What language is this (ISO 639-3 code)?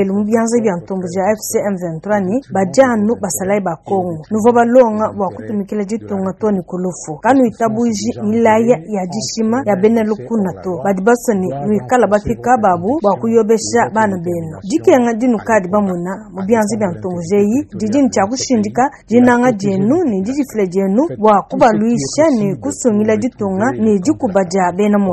lua